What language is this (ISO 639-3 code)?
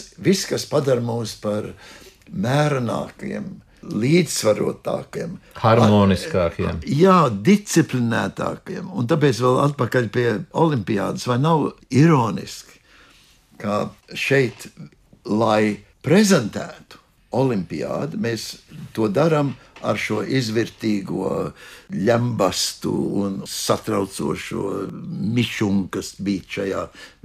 lav